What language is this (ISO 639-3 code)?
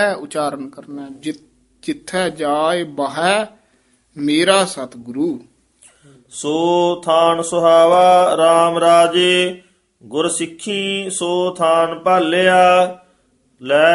pan